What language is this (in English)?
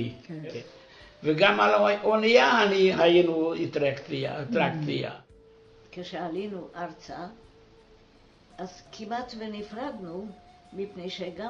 Hebrew